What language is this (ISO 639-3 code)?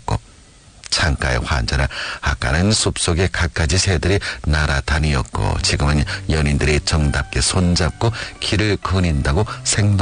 kor